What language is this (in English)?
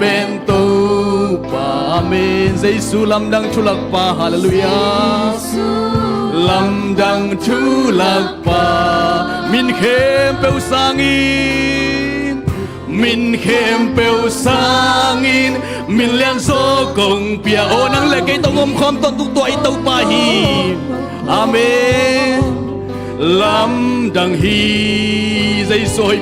Tedim Chin